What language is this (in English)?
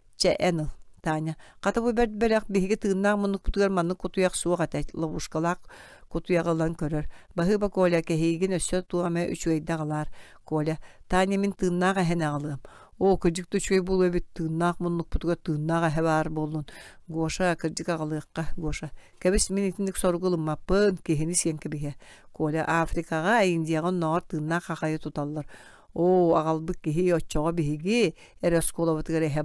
Yakut